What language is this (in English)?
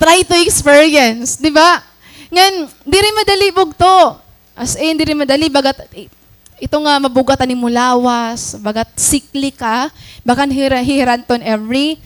Waray